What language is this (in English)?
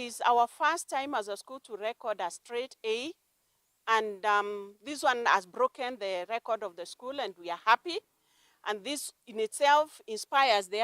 Kamba